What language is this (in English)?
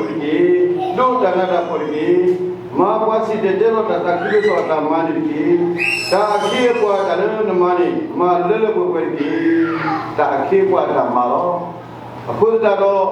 S'gaw Karen